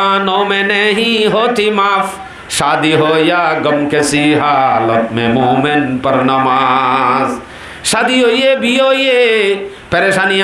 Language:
Rohingya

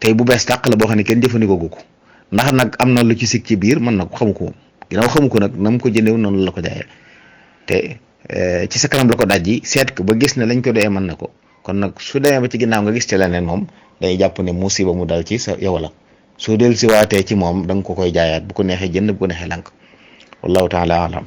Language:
Wolof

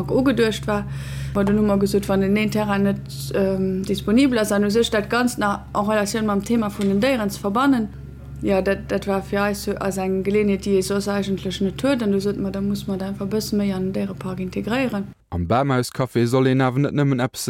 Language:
Luxembourgish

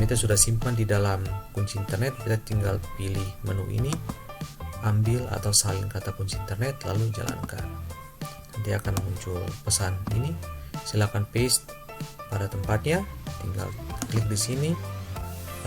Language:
Ambonese Malay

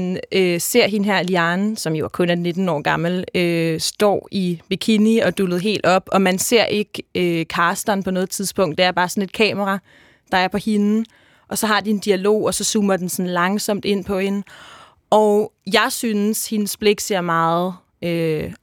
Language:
Danish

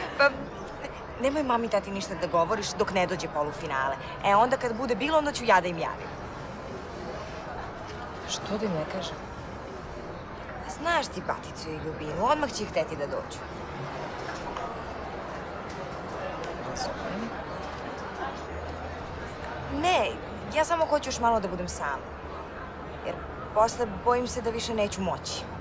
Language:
Serbian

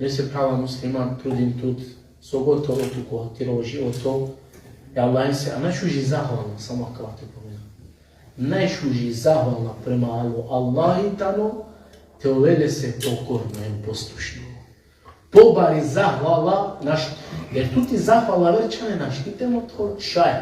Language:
Balkan Romani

